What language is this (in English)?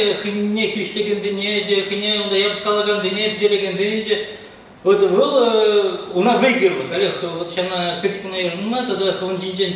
Chuvash